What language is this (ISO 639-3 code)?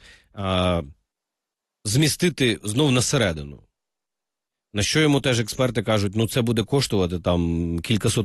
ukr